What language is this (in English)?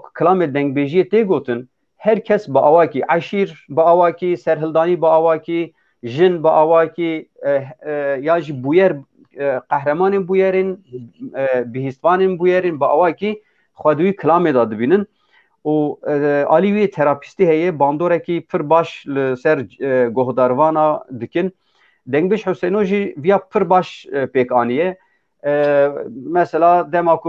Kurdish